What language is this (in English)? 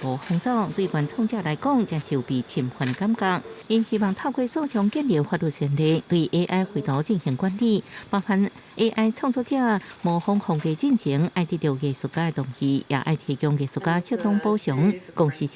Min Nan Chinese